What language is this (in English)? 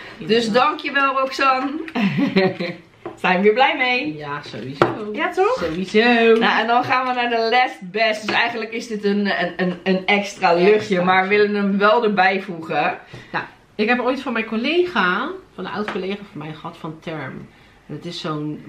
Dutch